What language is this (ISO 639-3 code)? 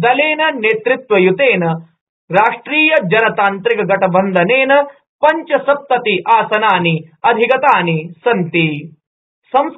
san